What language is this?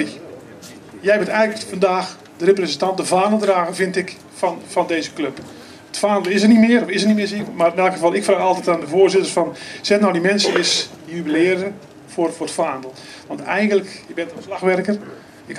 Dutch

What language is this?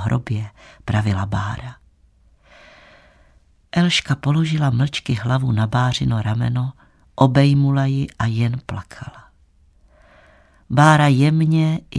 Czech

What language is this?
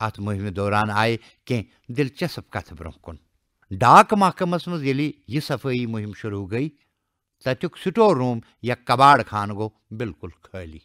Kashmiri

